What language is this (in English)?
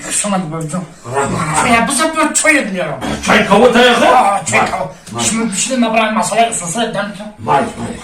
Tajik